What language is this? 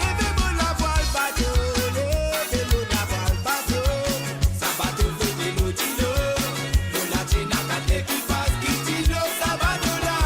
Morisyen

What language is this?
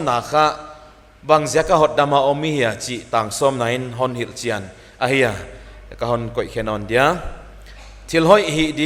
Paite Chin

